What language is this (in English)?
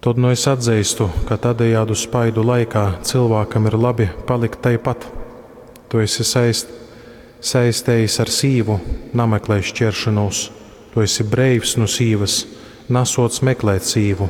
Latgalian